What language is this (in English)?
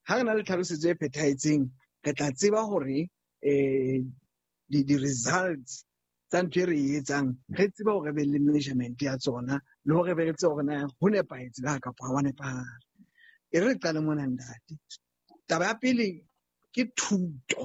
Southern Sotho